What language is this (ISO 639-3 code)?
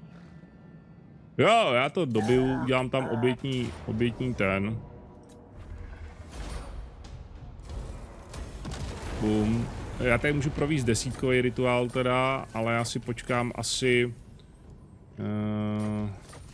ces